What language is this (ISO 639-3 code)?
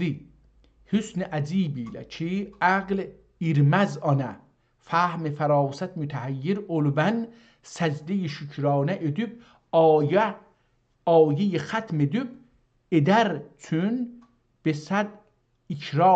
azb